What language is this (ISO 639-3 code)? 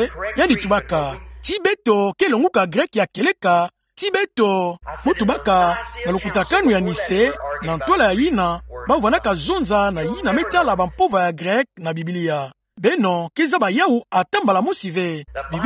ktu